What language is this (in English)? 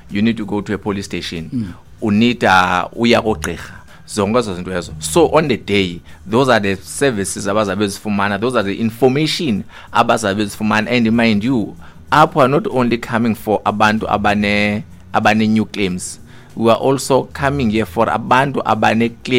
Xhosa